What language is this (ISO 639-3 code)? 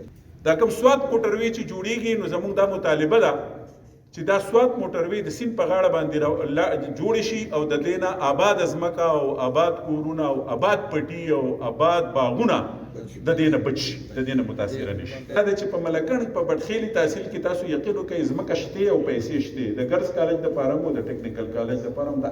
pus